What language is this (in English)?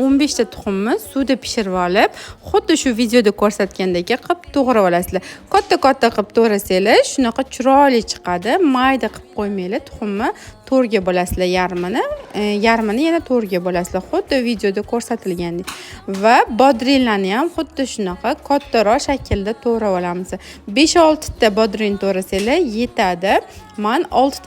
Uzbek